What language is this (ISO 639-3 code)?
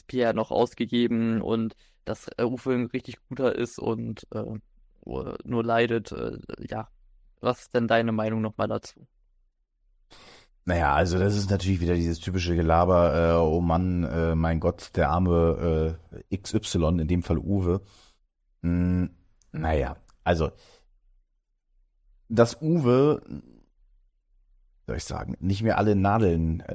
deu